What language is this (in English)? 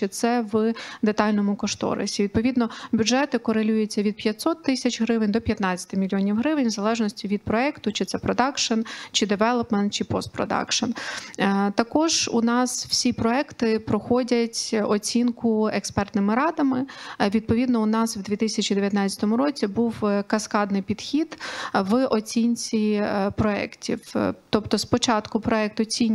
Ukrainian